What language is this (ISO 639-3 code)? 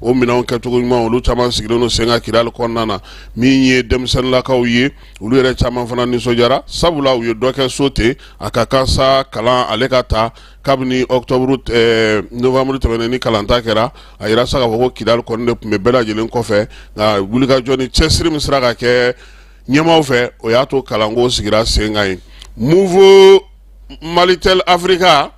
bam